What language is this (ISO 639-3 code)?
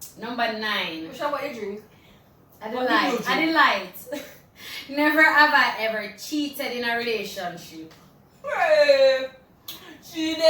jam